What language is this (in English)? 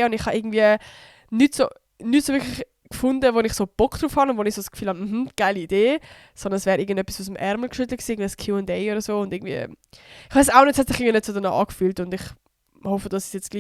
Swiss German